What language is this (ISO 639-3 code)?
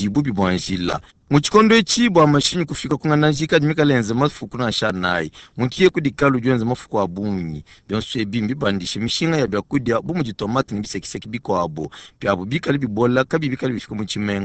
lua